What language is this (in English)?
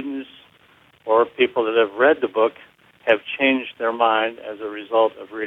English